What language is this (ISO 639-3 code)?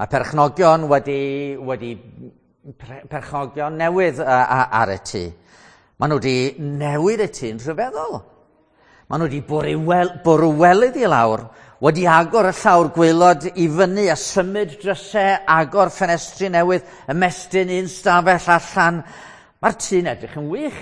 cym